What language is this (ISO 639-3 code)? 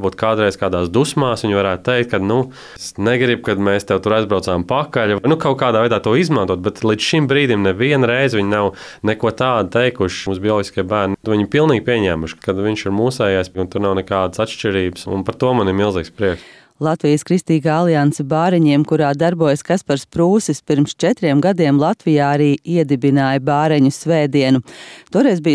lav